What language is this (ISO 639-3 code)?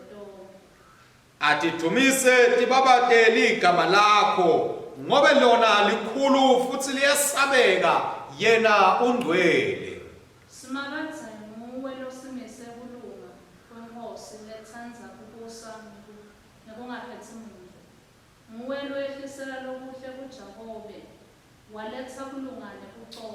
ssw